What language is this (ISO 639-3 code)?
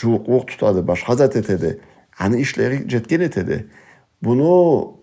krc